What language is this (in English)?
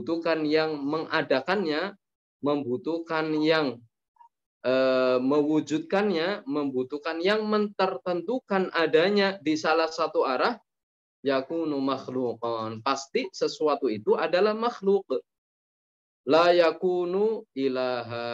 Indonesian